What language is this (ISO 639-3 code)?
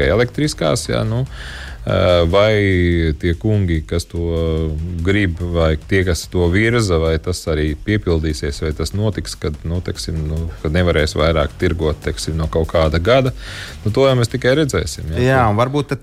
lav